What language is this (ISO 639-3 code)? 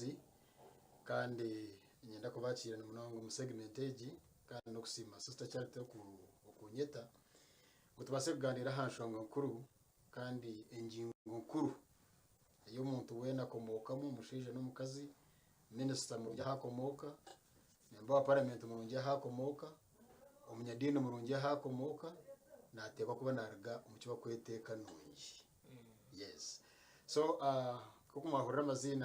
nyn